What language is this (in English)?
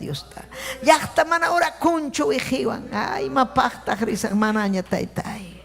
Ayacucho Quechua